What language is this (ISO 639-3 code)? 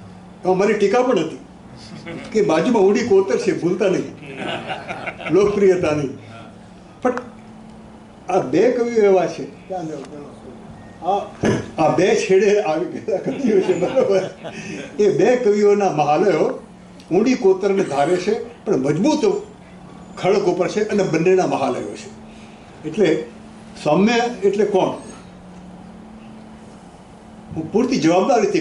guj